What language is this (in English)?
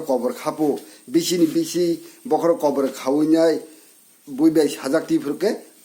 Kok Borok